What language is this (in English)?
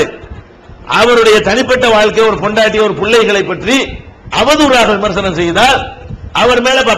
Tamil